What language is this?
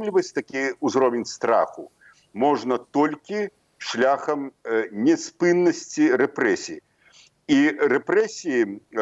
Belarusian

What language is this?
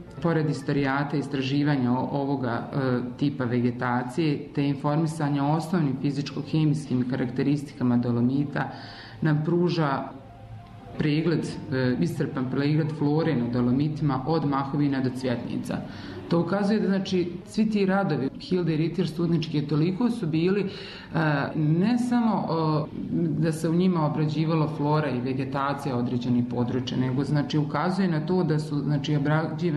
Bosnian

